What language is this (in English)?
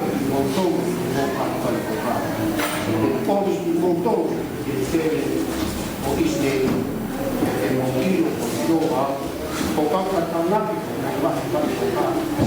Tongan